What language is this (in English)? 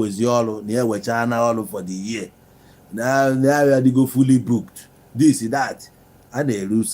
Igbo